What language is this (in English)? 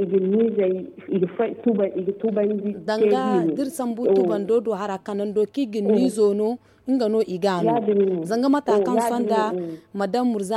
Zarma